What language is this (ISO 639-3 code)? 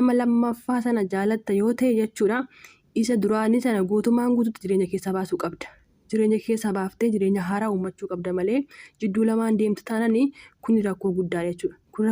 orm